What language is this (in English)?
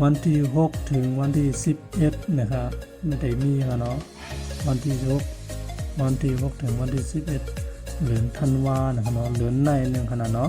Shan